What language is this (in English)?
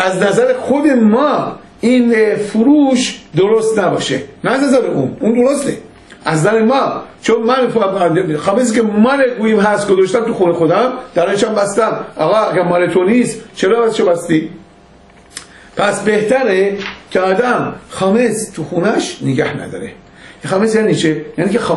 Persian